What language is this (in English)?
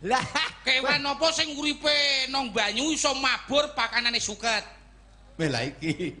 Javanese